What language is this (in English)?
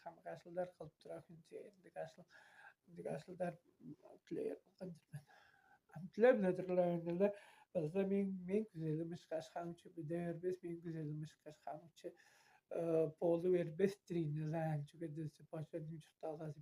Tuvinian